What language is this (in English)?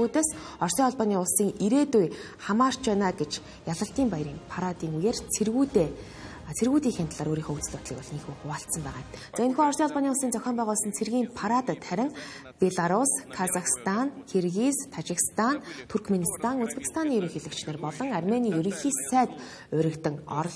Mongolian